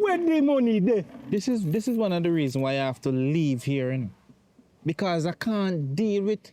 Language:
Jamaican Creole English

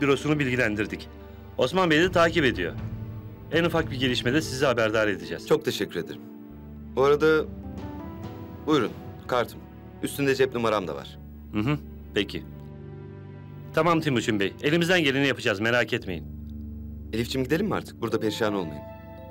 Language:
Turkish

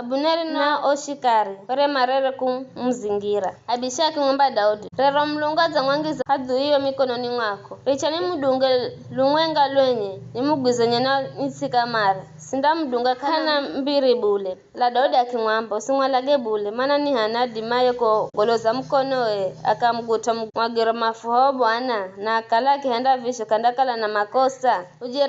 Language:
Giryama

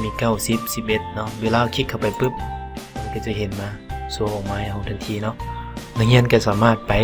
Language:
Lao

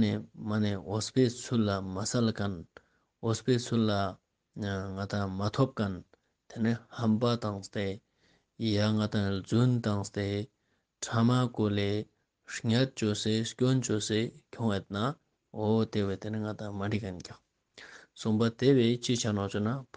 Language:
Ladakhi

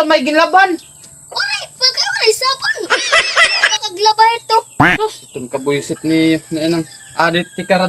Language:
Waray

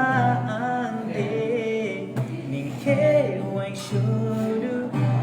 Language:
Dimasa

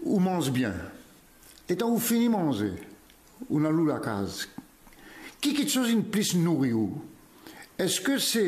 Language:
Morisyen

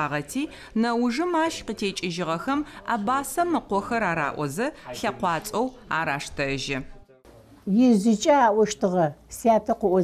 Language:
Adyghe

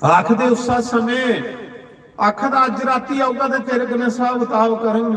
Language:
Dogri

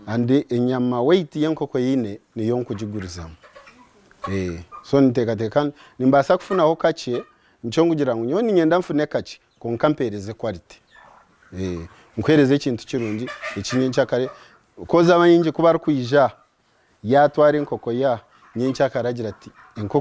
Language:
Nyankole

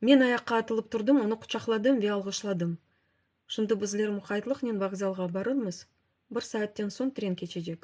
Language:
Crimean Tatar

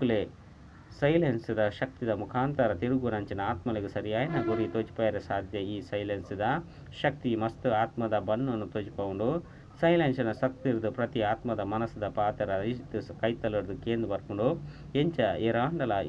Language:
Tulu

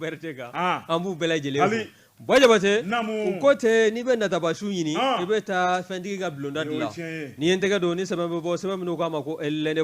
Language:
Bambara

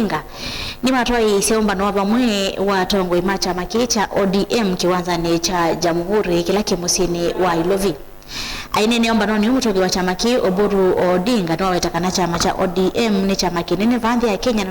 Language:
Kamba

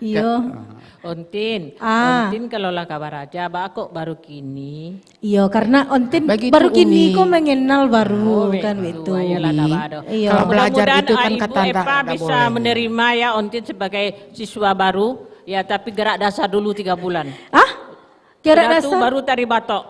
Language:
Minangkabau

